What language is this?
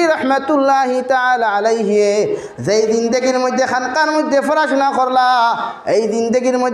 Sylheti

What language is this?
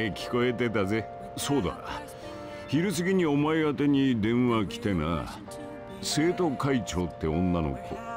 Japanese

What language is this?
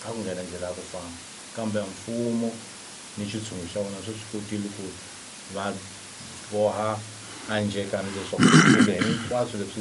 Tsonga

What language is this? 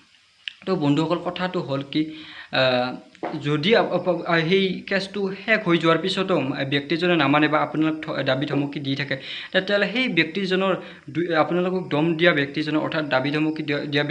Assamese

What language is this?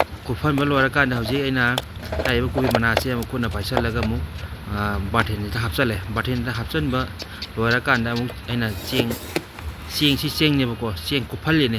Manipuri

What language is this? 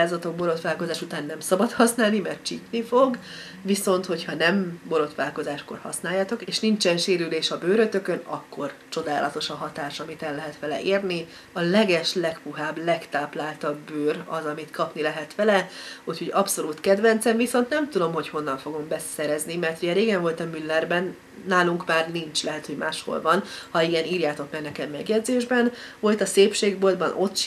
Hungarian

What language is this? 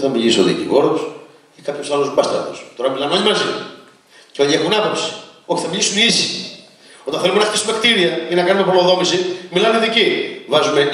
Greek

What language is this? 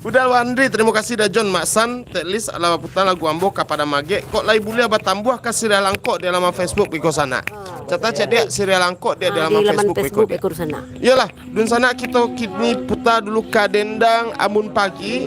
Minangkabau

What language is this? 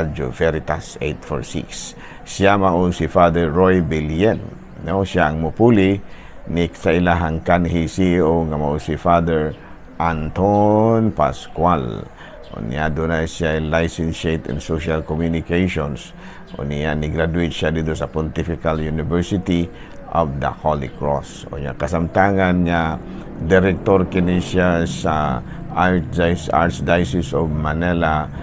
Cebuano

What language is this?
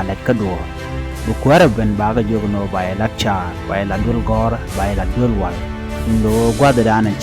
Nuer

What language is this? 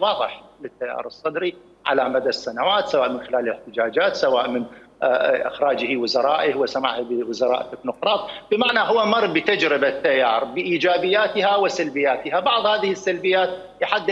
Mesopotamian Arabic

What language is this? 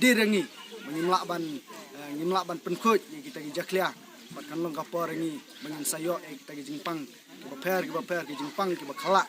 Khasi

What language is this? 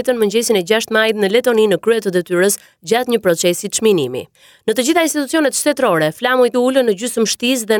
Albanian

